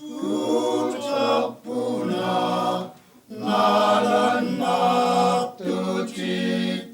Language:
Kalaallisut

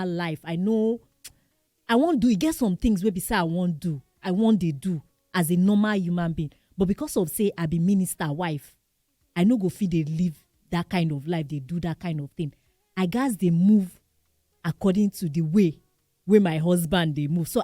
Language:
Nigerian Pidgin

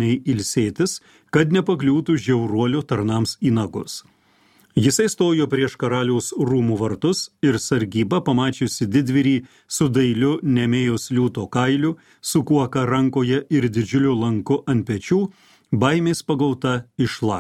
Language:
Lithuanian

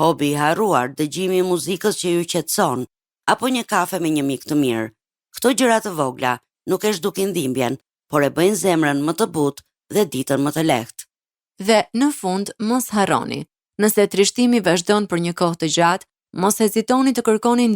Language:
Albanian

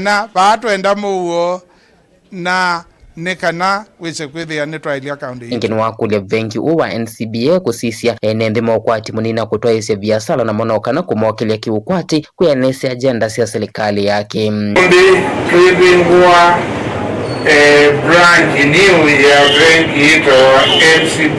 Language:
Kamba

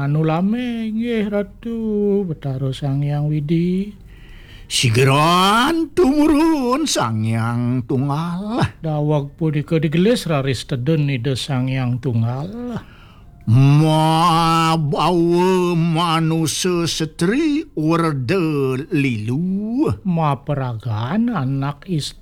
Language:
Balinese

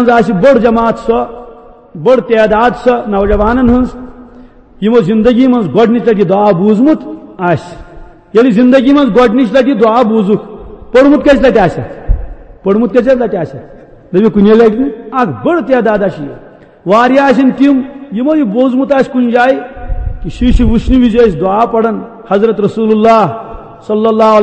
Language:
Kashmiri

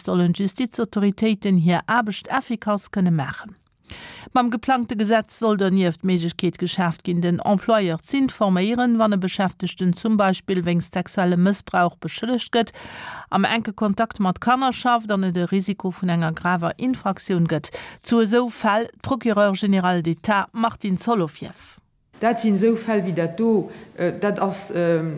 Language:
Luxembourgish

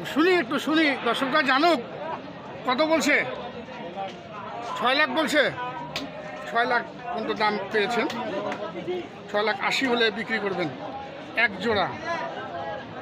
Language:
Bangla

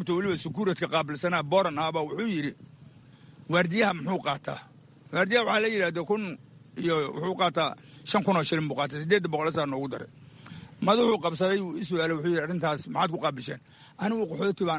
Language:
Somali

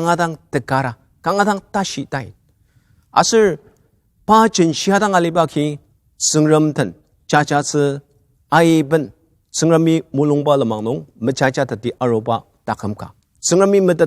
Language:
Ao Naga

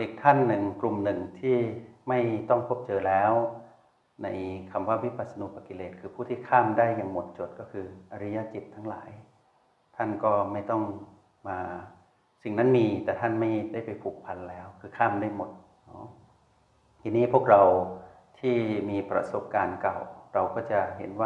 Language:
Thai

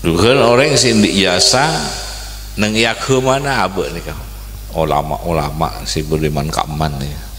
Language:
Madurese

